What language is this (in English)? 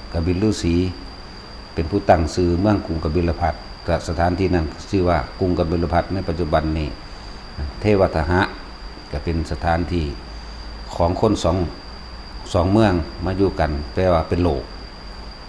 Lao